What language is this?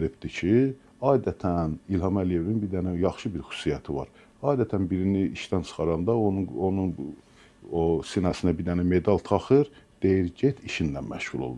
Azerbaijani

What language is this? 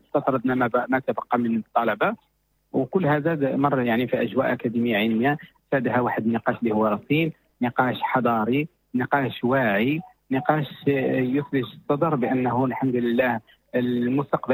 Moroccan Arabic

